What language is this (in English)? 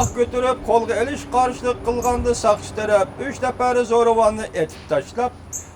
Uyghur